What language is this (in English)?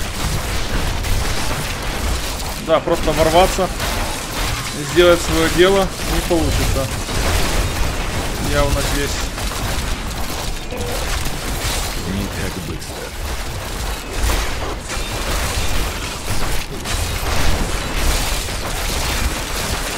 Russian